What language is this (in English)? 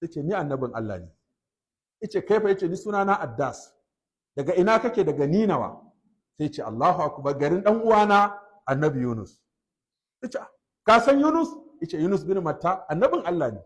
Hausa